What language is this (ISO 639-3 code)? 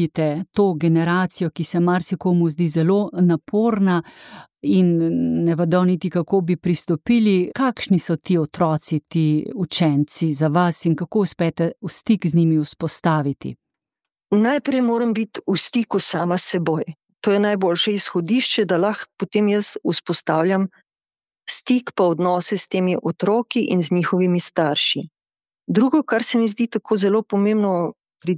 slv